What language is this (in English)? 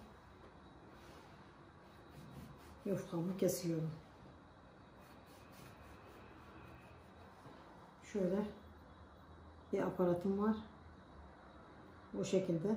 Turkish